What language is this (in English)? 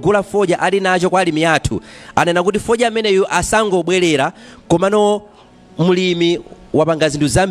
Nyanja